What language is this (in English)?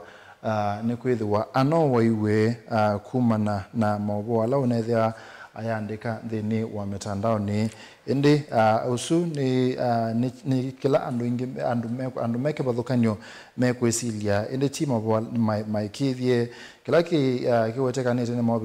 Kamba